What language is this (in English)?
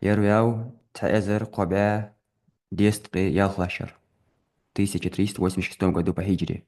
Ingush